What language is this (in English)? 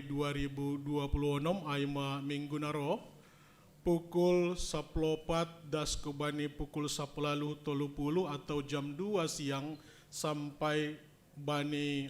Batak Simalungun